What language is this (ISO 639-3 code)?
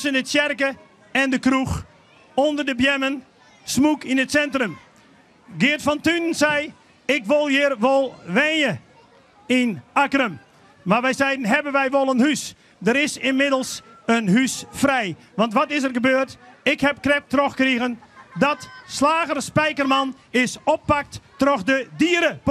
fry